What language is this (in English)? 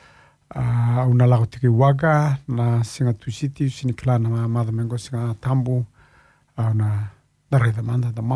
Fijian